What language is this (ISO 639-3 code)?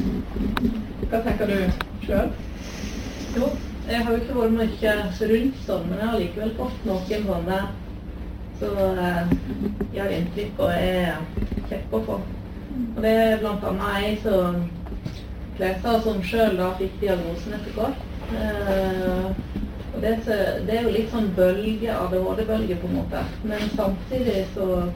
nor